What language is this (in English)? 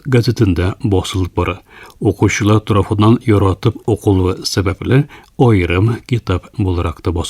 Tatar